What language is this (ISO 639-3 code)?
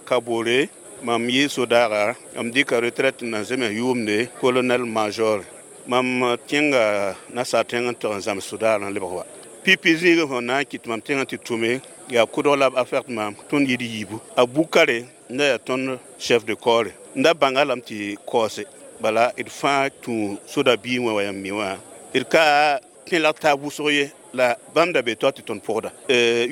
mos